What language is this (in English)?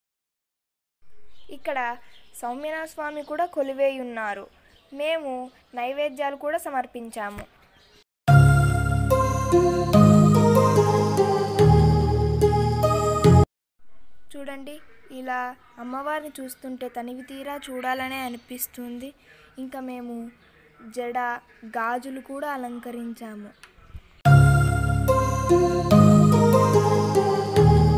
Telugu